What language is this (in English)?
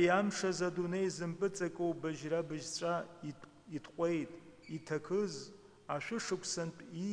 Abkhazian